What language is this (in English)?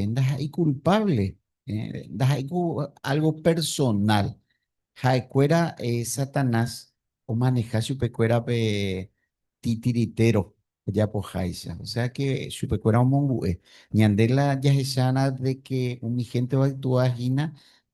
Guarani